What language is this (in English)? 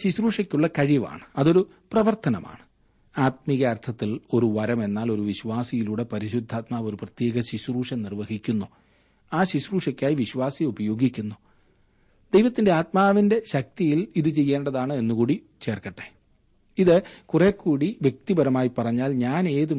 Malayalam